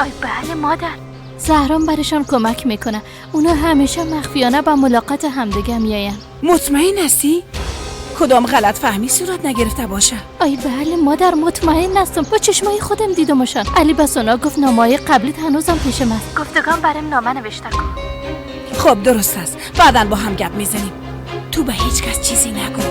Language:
Persian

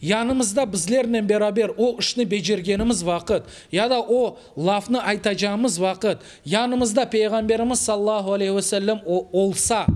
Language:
Crimean Tatar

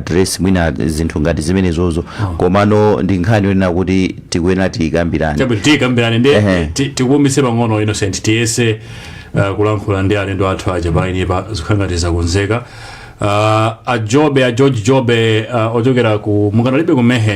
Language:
Nyanja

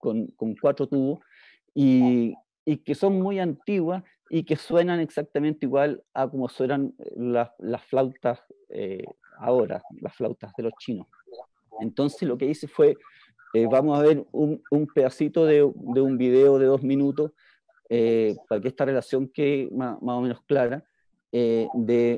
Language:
Spanish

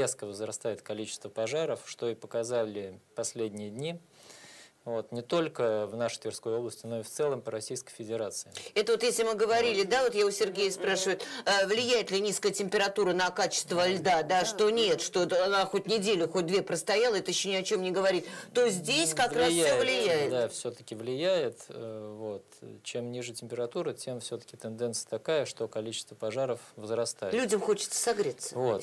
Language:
Russian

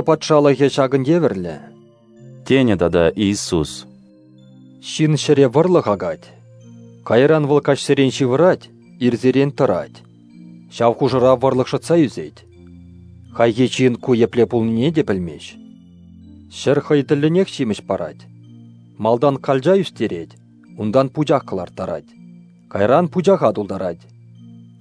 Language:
Chuvash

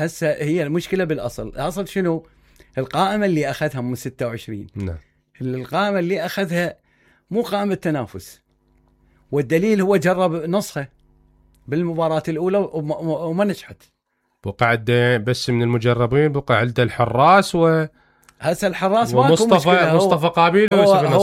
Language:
Mesopotamian Arabic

